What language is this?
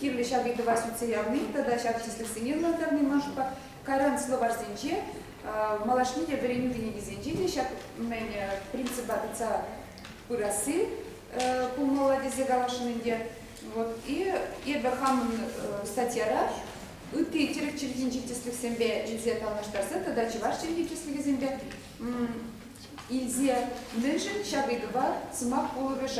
Chuvash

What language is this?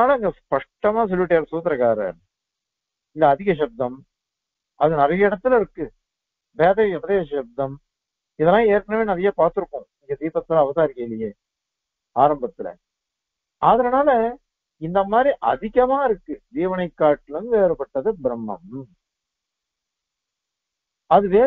Tamil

